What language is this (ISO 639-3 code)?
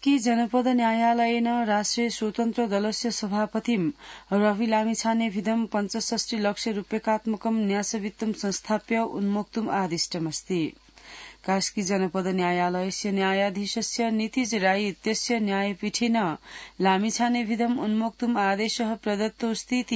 san